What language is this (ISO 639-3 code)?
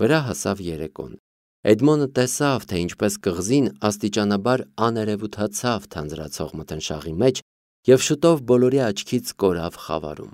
hye